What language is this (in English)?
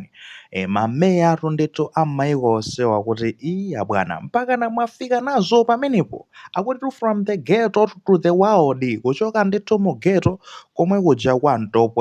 Nyanja